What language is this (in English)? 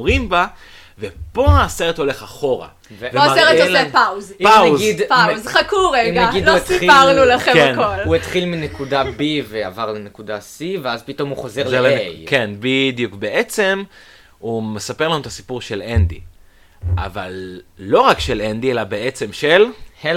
Hebrew